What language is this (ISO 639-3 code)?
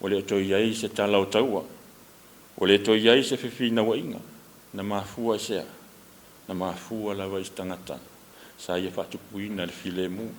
smo